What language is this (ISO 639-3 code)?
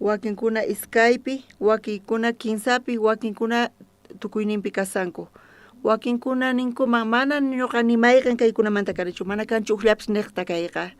quh